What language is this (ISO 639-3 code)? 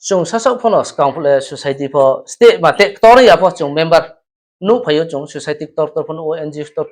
ria